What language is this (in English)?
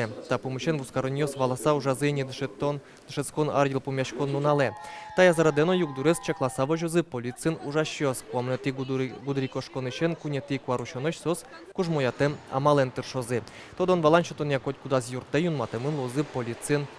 Udmurt